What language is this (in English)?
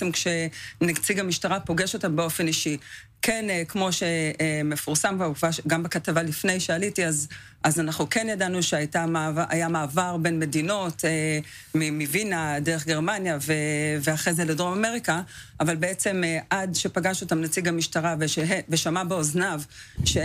Hebrew